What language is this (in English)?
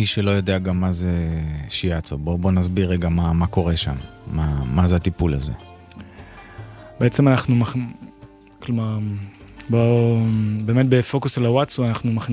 Hebrew